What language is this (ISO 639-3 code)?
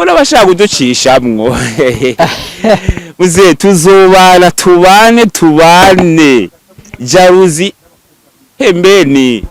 run